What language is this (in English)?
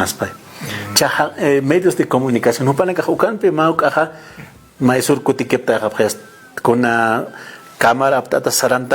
Aymara